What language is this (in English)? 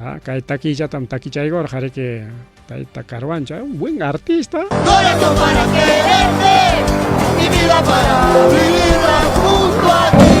Ayacucho Quechua